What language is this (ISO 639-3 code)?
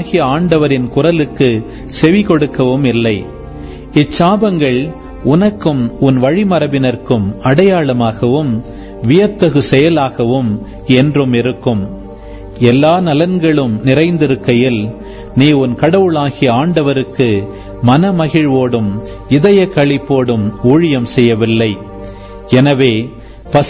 tam